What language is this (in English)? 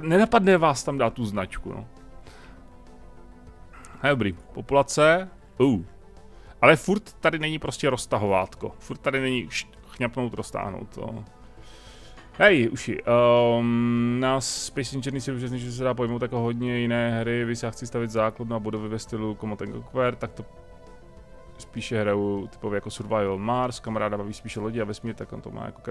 Czech